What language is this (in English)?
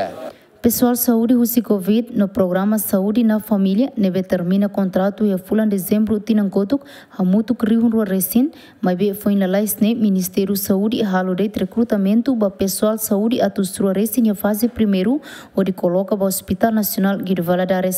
Tetum